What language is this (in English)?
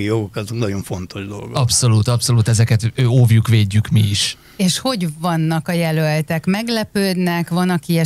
Hungarian